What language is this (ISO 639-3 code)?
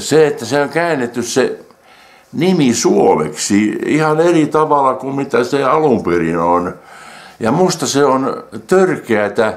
fin